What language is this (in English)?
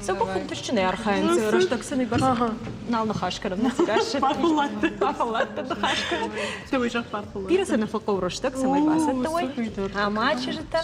Ossetic